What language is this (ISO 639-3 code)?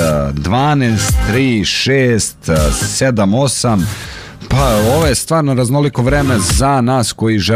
srp